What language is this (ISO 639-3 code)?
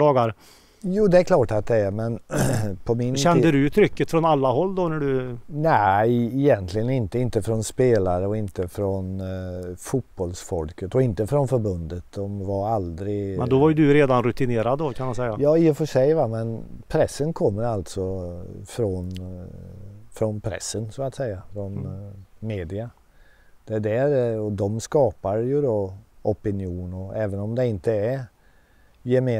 swe